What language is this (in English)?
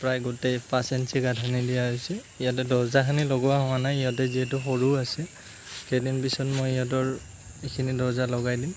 Assamese